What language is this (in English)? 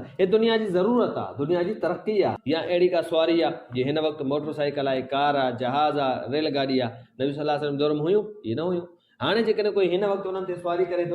Sindhi